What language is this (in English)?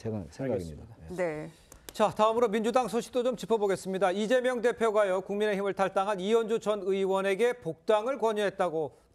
Korean